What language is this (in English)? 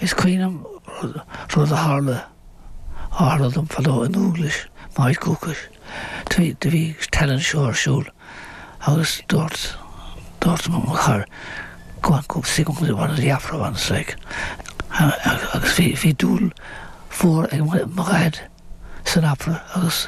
Irish